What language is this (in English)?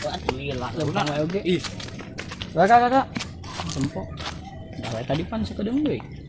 Sundanese